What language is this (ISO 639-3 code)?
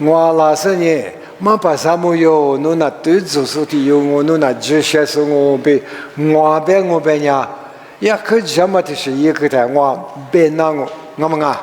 lis